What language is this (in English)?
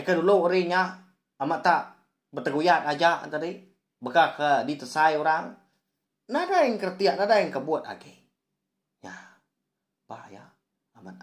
Iban